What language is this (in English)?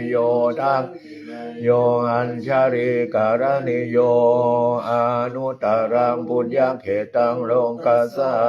Pali